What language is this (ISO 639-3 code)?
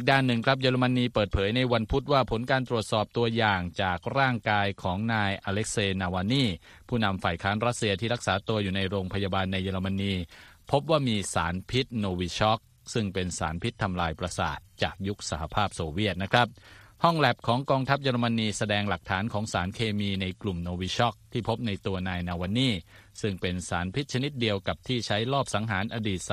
tha